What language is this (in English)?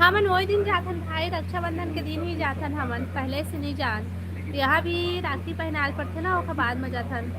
Chhattisgarhi